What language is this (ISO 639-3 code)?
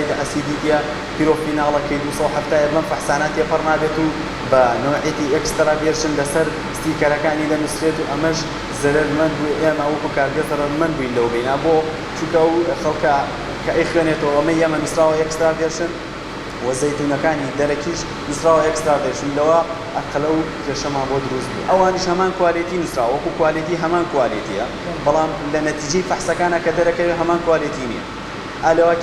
ckb